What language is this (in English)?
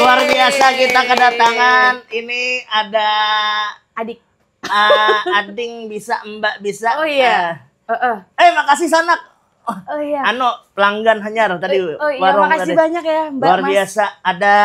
Banjar